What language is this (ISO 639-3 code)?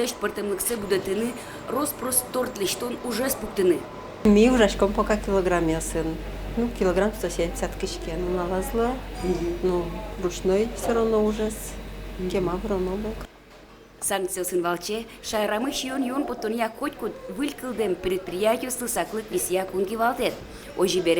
udm